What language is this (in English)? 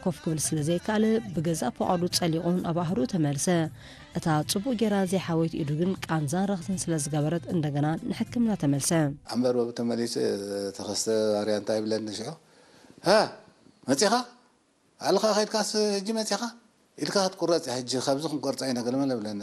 Tigrinya